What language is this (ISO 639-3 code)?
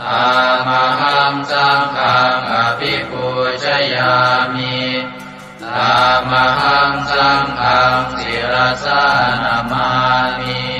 pli